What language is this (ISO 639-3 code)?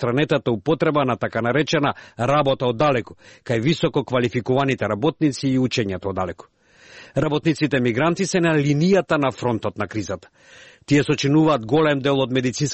mkd